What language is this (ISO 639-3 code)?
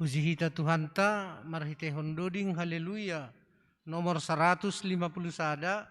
bts